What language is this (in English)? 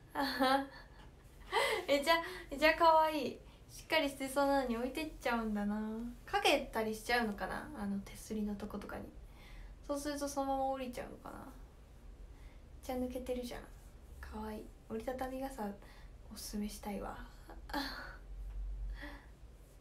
Japanese